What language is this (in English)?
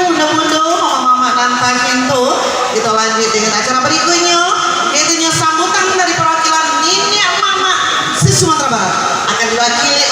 Minangkabau